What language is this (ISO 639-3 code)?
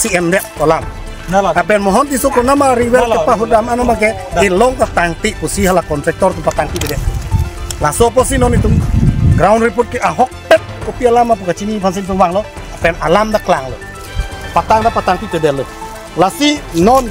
mjw